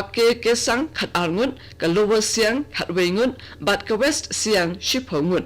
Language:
Khasi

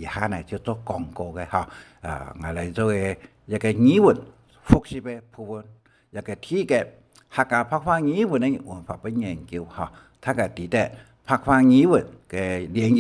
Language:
Hakka Chinese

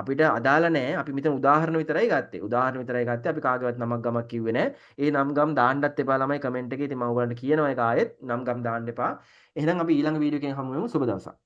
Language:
Sinhala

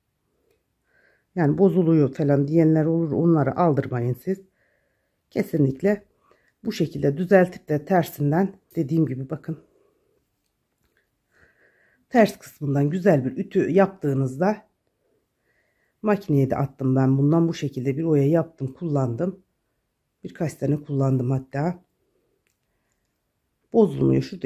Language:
Turkish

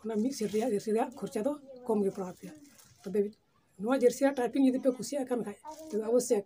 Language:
Santali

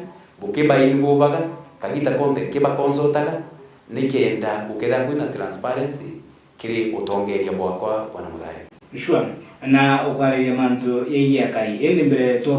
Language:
Meru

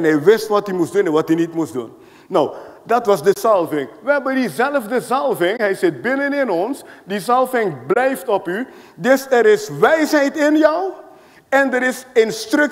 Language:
Dutch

